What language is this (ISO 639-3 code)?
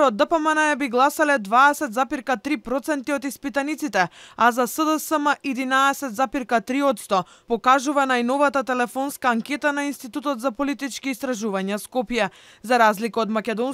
mkd